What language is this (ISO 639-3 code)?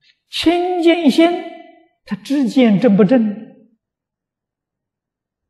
zho